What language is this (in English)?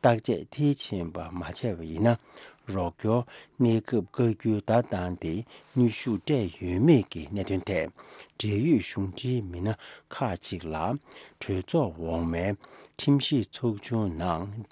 Tibetan